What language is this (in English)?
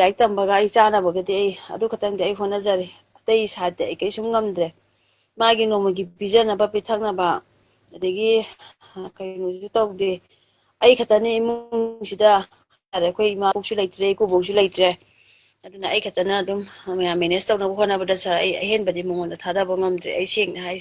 Manipuri